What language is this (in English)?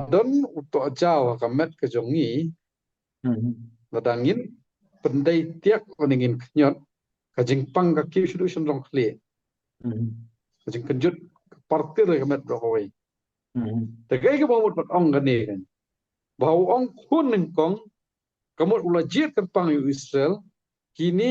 Khasi